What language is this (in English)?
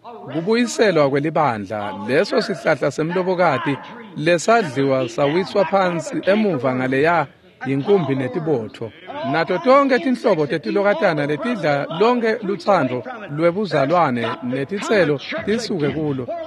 Swati